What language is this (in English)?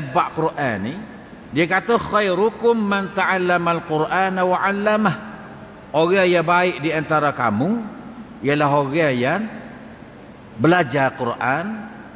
Malay